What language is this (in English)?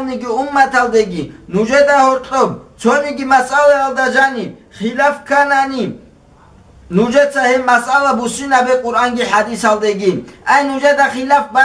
Avaric